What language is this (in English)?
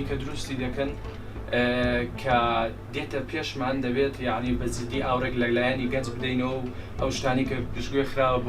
Central Kurdish